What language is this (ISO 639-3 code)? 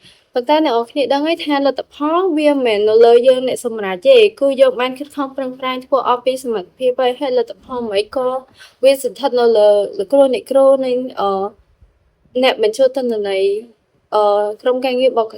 khm